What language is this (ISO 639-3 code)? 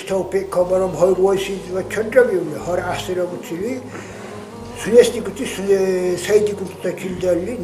dar